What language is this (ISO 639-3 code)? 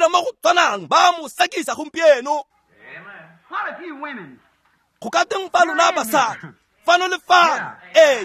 tsn